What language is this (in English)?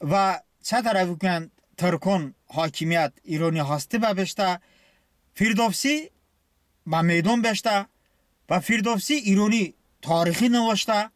Talysh